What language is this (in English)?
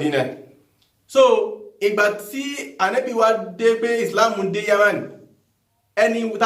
Yoruba